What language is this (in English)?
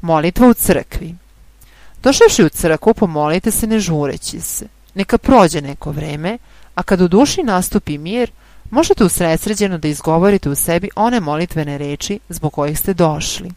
Serbian